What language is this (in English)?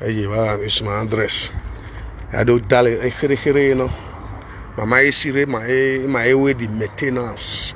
Nigerian Pidgin